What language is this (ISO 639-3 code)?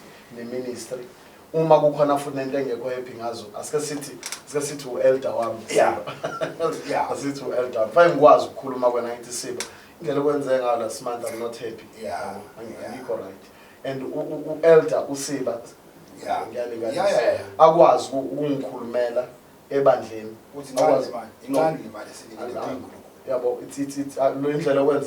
zul